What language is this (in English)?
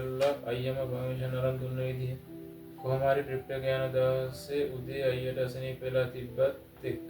Sinhala